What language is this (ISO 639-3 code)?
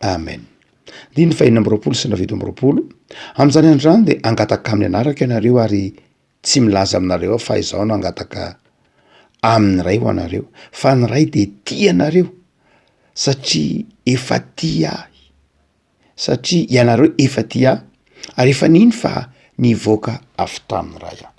mlg